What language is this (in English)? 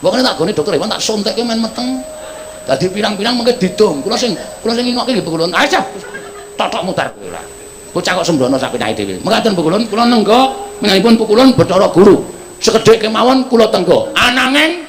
Javanese